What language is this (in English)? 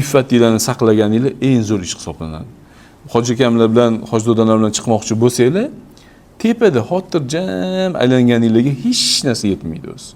Uzbek